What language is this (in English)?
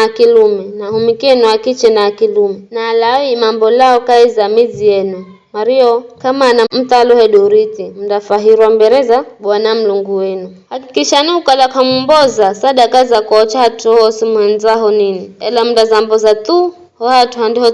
Giryama